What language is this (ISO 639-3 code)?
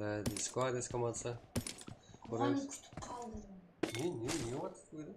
kaa